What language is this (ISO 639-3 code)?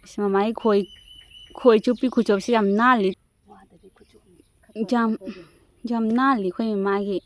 mni